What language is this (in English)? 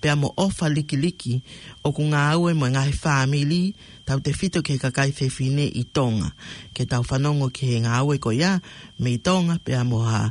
Tongan